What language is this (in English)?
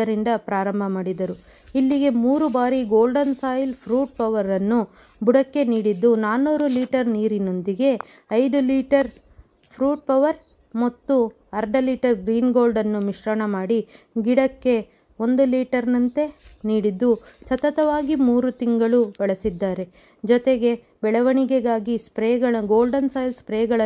Kannada